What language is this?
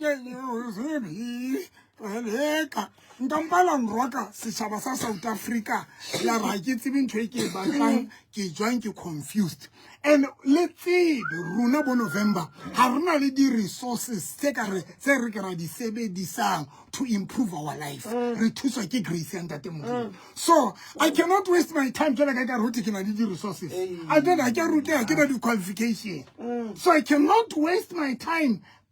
Southern Sotho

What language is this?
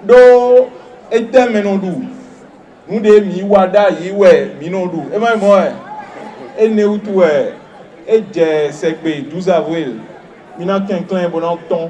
Fon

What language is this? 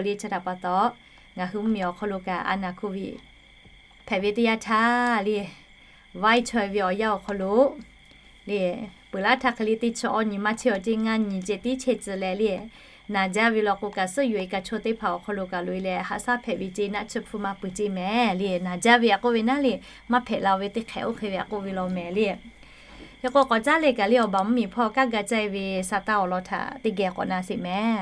Lahu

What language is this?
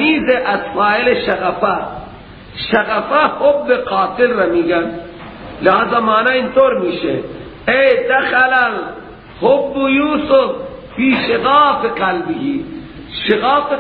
Persian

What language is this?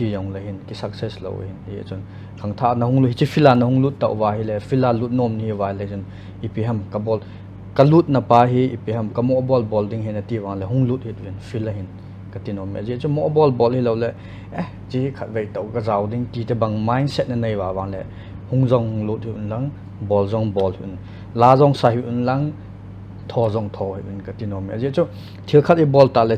Paite Chin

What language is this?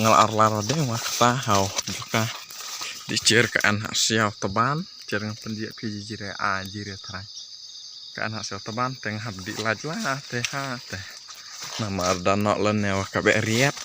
Khasi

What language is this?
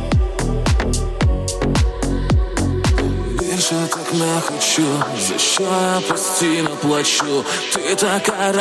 Ukrainian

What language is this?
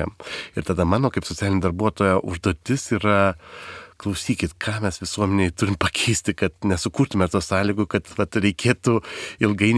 Lithuanian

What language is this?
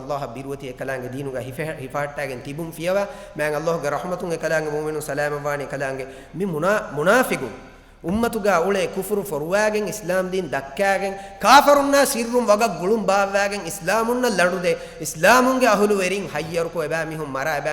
Divehi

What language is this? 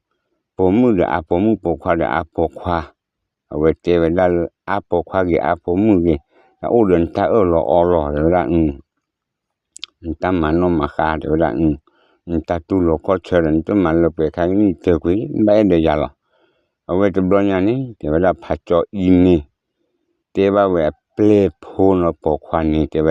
S'gaw Karen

